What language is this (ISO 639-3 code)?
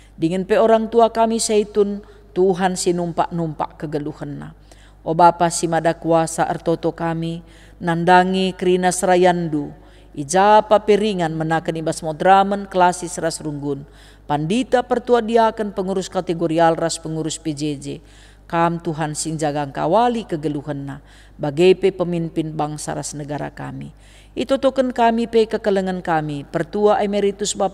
btx